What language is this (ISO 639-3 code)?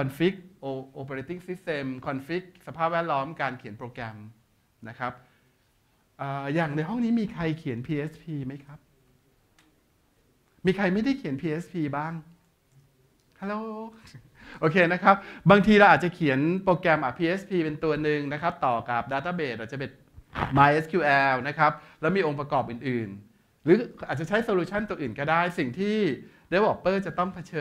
tha